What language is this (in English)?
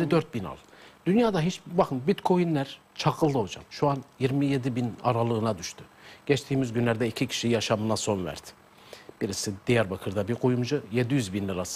Turkish